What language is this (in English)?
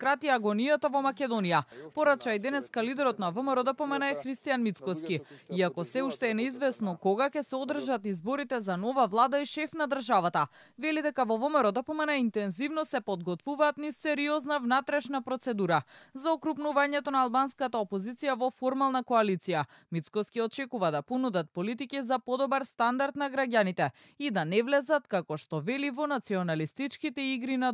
Macedonian